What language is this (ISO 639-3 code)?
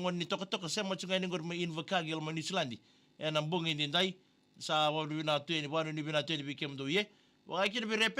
fij